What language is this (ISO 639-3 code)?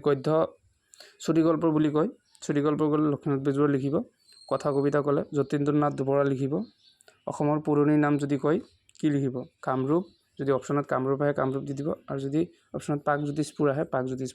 asm